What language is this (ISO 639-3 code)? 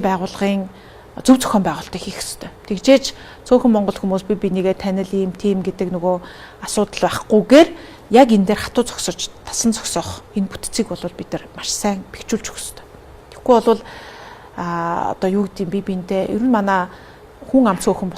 mon